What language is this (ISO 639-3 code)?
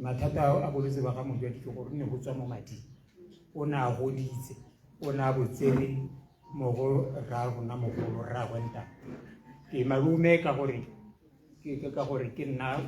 tsn